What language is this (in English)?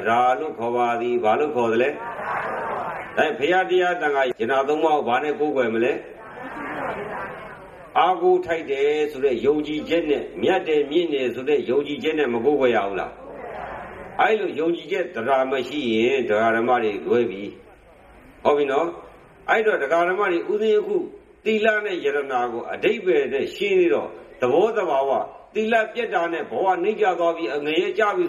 Burmese